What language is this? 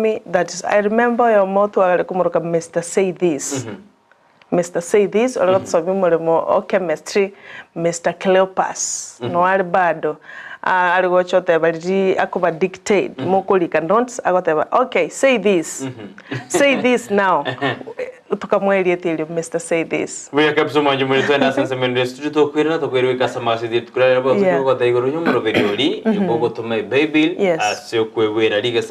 Gusii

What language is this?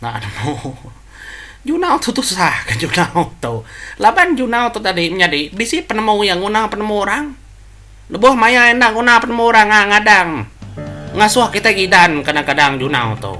Iban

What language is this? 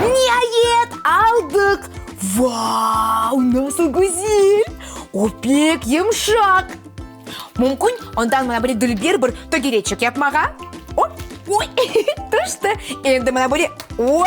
Crimean Tatar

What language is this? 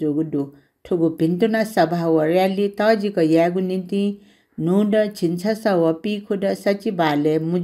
Newari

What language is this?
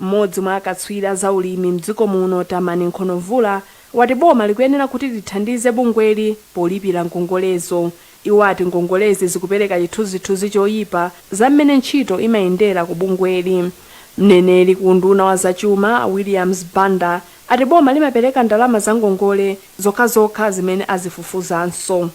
Nyanja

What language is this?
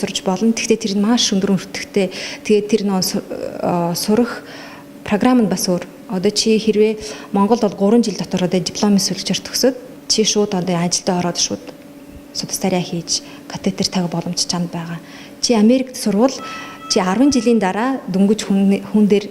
Mongolian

